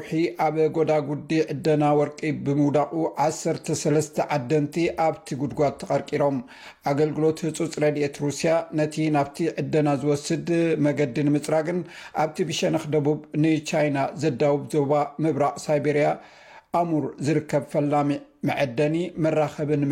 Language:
Tigrinya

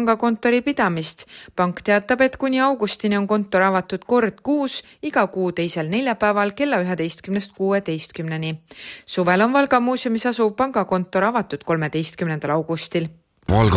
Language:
Estonian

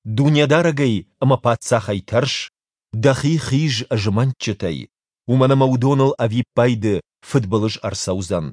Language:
Ossetic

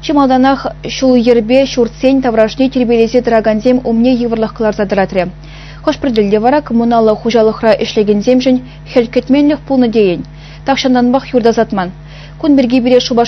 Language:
Chuvash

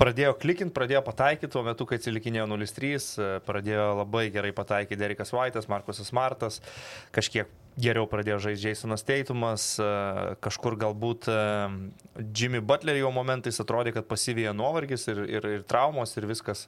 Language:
Lithuanian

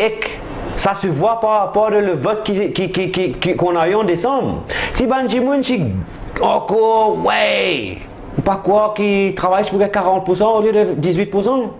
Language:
Morisyen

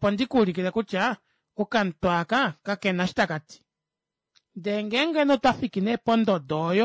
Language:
Kuanyama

